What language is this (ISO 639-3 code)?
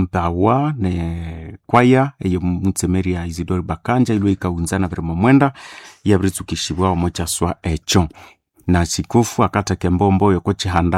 nnb